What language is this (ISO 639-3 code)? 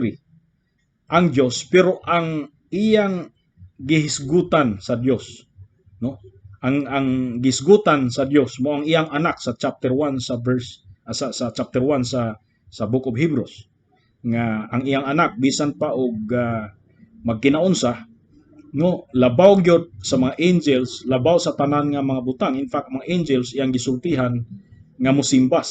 ceb